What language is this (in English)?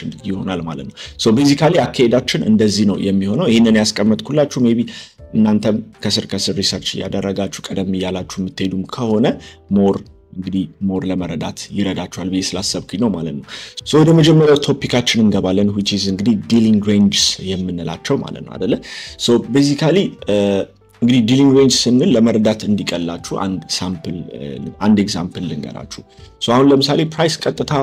Amharic